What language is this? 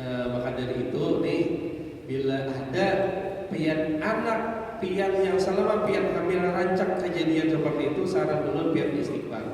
Banjar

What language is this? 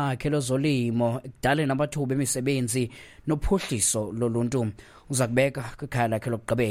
Xhosa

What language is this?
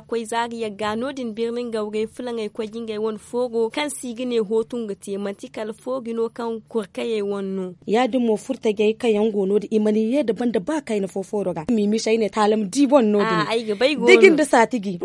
Zarma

